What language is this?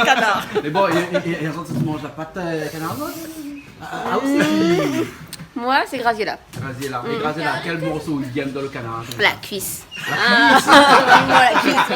Réunion Creole French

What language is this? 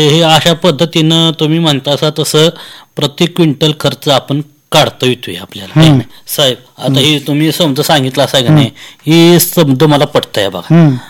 Marathi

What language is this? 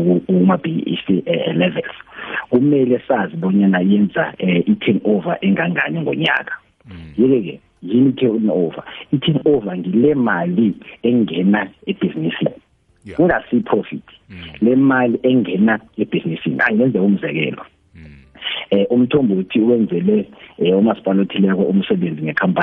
South Ndebele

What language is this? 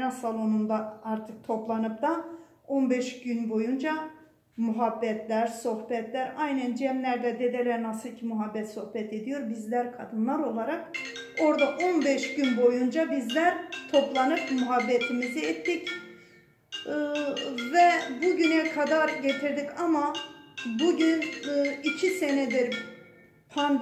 Turkish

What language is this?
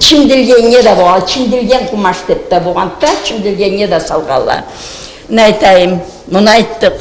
Karachay-Balkar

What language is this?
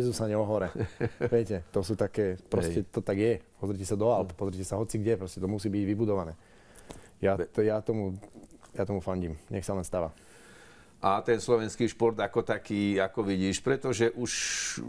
Slovak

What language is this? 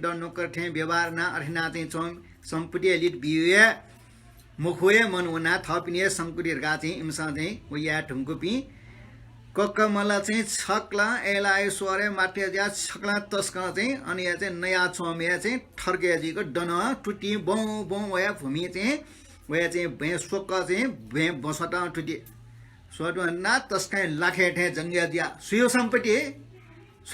Newari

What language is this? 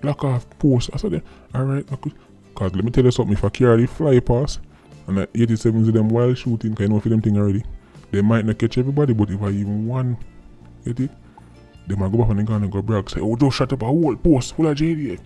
Jamaican Creole English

